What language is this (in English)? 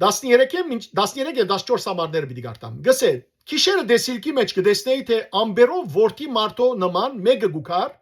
Western Armenian